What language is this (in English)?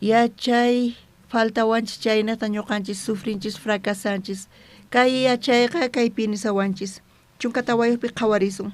South Bolivian Quechua